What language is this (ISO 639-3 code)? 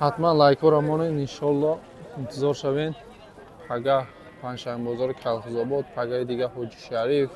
tgk